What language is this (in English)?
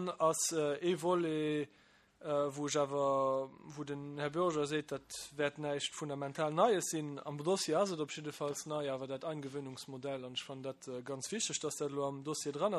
Luxembourgish